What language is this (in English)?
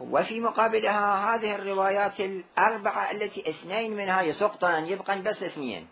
Mesopotamian Arabic